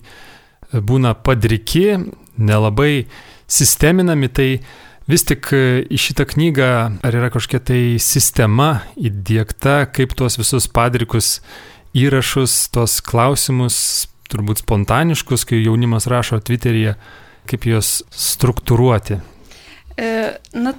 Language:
Lithuanian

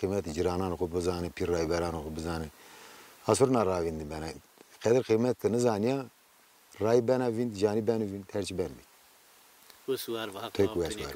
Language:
Zaza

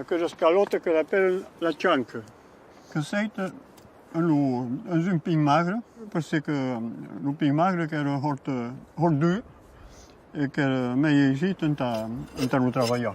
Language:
Occitan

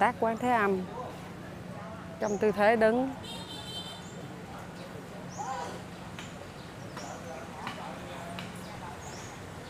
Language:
Vietnamese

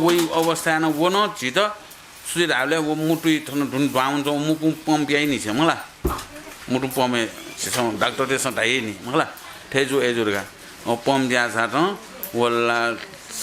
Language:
Newari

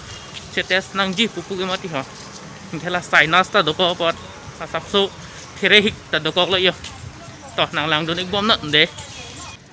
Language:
Karbi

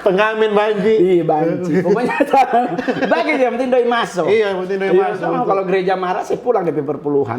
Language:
Manado Malay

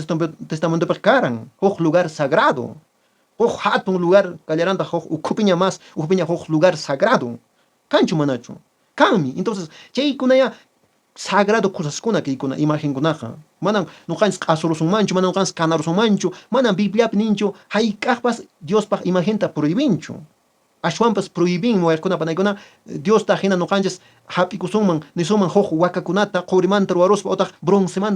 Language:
Quechua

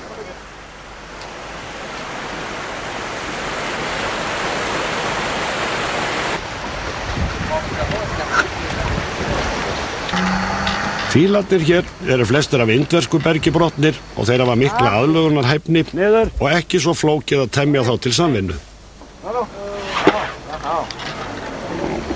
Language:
Icelandic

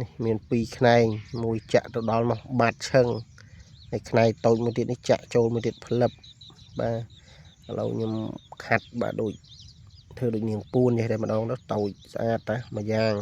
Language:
Khmer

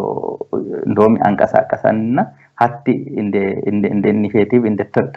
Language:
Sidamo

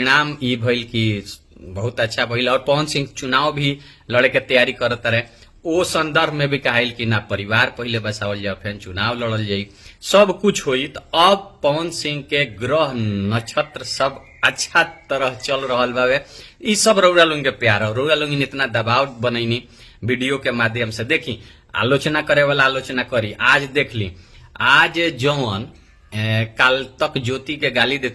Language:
Bhojpuri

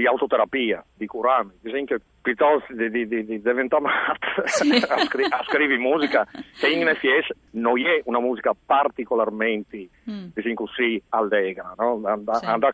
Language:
Friulian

